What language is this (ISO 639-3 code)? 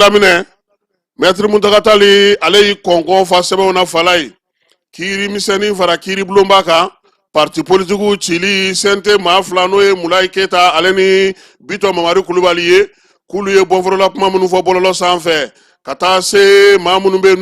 bam